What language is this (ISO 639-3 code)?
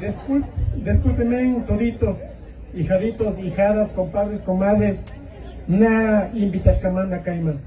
qvi